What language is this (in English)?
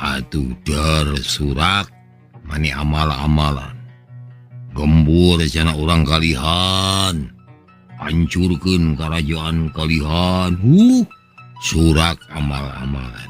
Sundanese